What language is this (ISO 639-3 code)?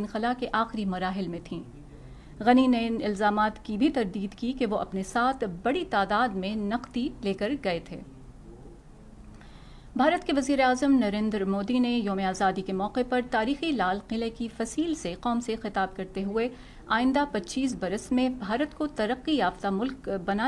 urd